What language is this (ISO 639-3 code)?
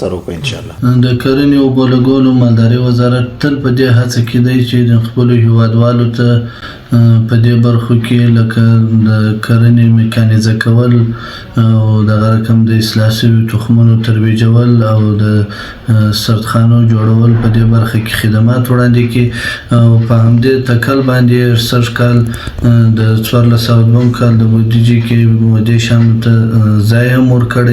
pus